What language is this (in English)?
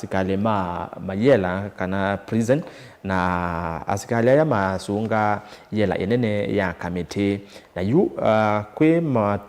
Kamba